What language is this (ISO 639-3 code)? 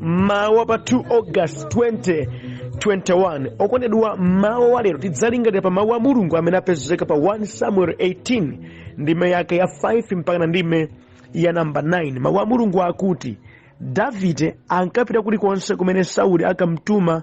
nya